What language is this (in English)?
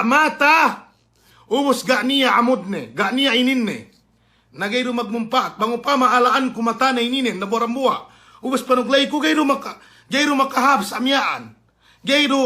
Yakan